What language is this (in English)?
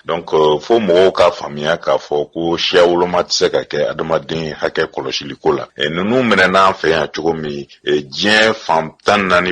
Bambara